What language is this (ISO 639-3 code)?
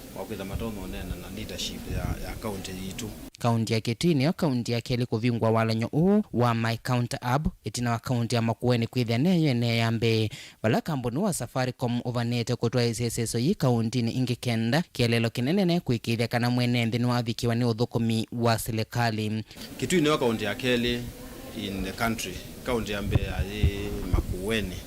kam